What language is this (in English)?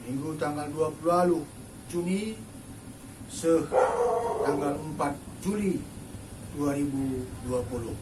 Batak Karo